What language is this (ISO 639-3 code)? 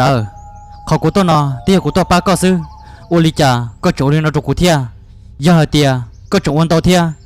vie